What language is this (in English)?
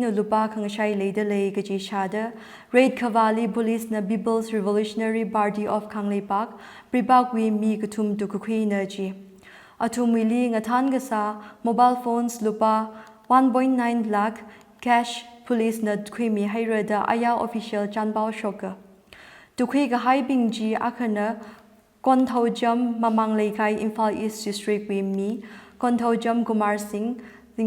Tangkhul Naga (India)